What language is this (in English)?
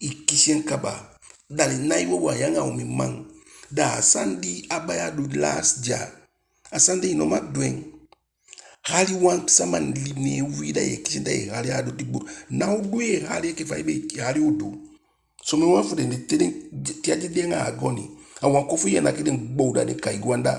Eastern Maroon Creole